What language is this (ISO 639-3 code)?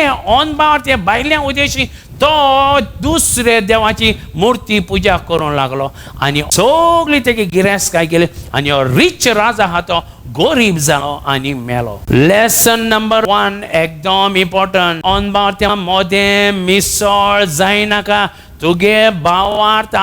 kok